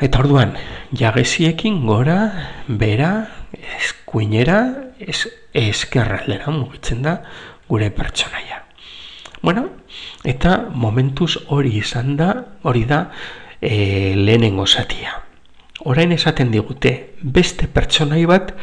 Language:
Basque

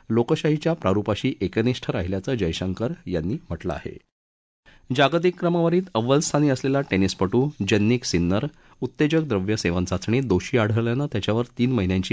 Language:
Marathi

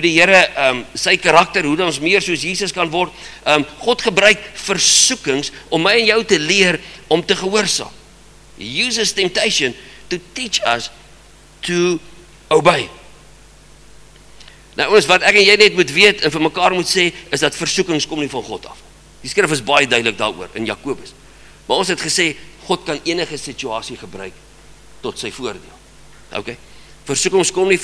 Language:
Afrikaans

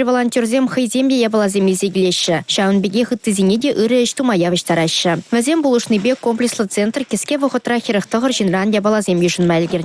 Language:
Chuvash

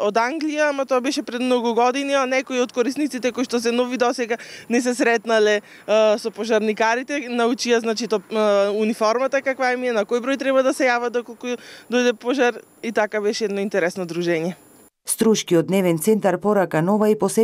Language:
Macedonian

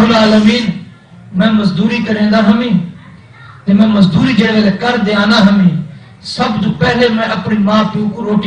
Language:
Saraiki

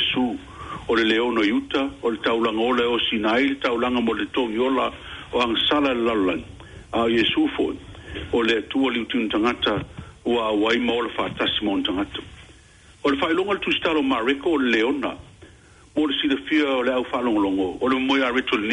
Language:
Samoan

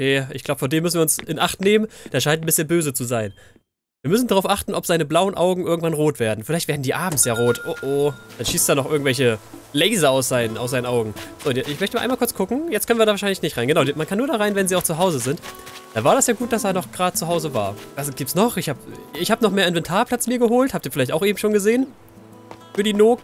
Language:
German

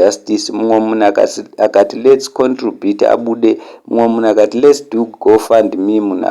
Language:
Shona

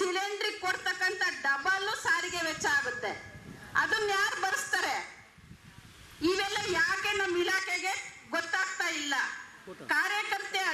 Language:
Kannada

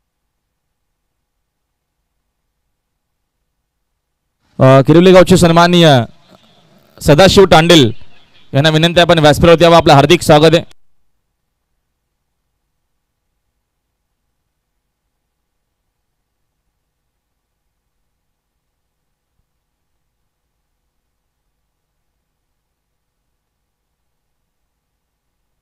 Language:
Marathi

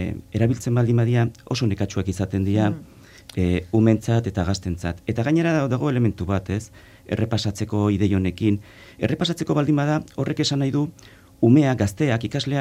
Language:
Basque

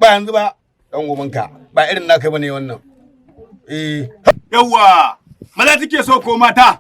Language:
Hausa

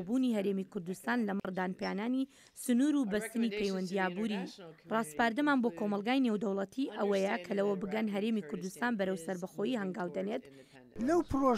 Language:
Central Kurdish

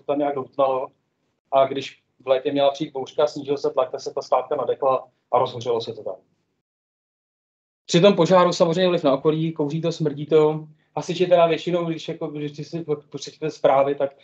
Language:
Czech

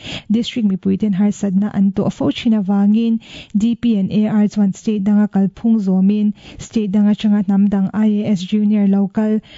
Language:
Mizo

